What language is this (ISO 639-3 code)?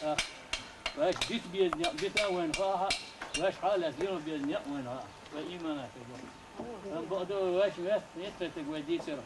che